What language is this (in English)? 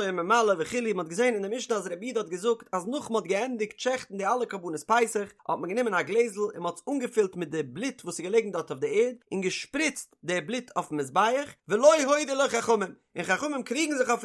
Yiddish